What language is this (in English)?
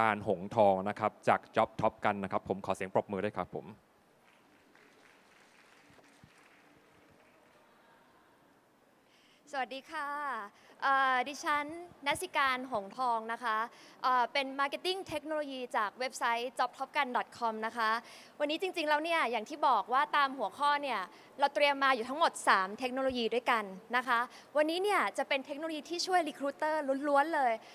Thai